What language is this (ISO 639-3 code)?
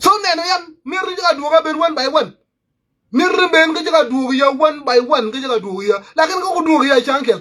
nus